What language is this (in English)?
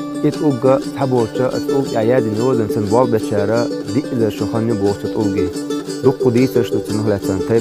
Chechen